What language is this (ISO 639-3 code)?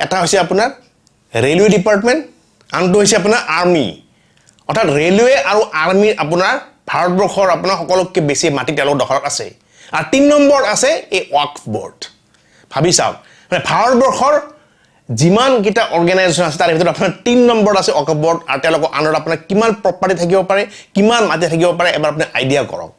asm